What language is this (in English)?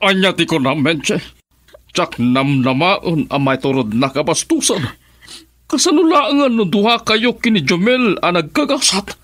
Iloko